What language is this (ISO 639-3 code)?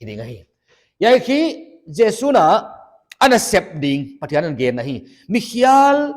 pck